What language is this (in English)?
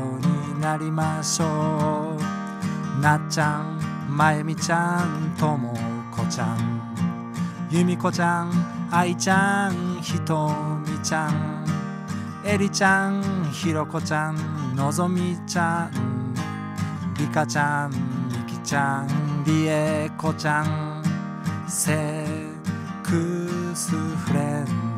Japanese